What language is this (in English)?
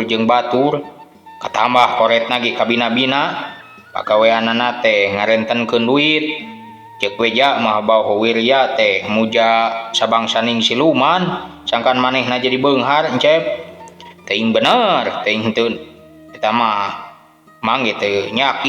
Sundanese